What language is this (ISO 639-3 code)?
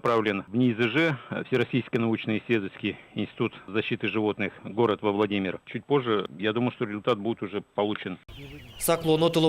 udm